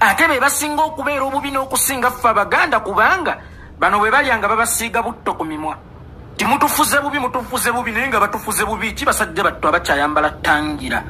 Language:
Ganda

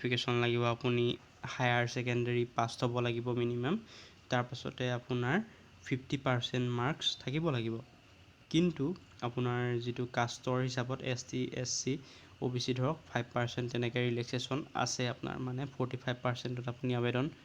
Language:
Assamese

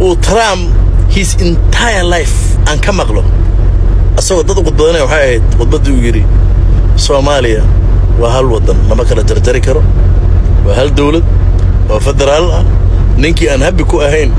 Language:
Somali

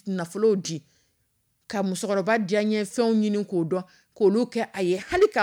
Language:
Dyula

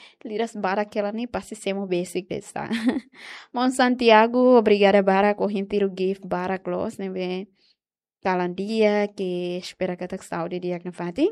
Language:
Tetum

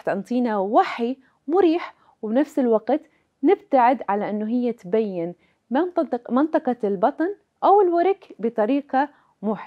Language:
Mesopotamian Arabic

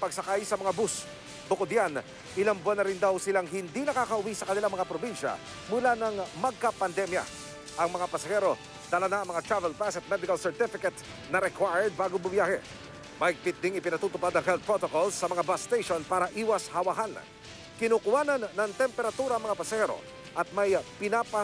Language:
Filipino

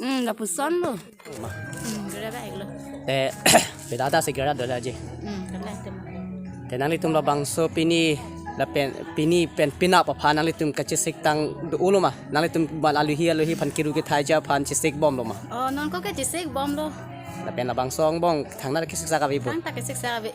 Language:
Karbi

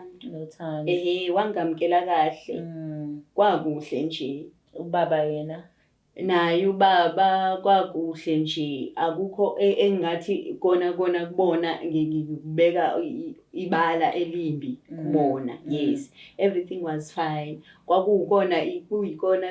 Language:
Zulu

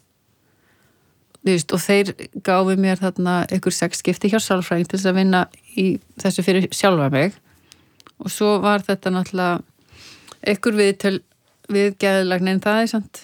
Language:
Icelandic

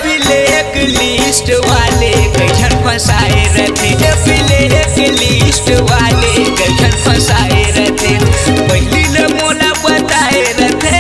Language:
Chhattisgarhi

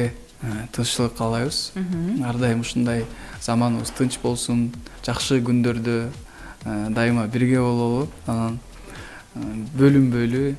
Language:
Kyrgyz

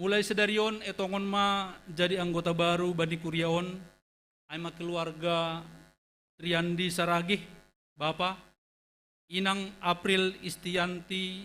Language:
Batak Simalungun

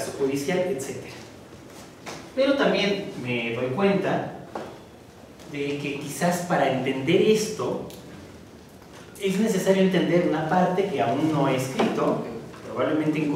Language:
Spanish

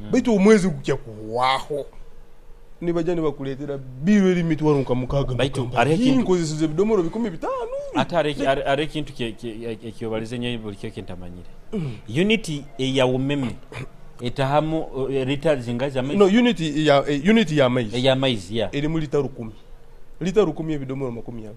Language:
Nyoro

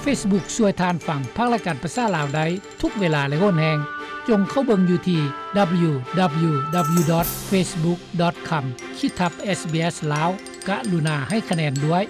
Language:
Lao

